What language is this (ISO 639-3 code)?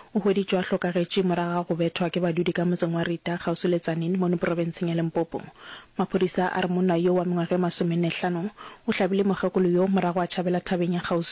nso